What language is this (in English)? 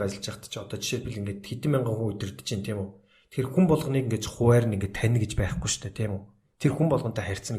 Mongolian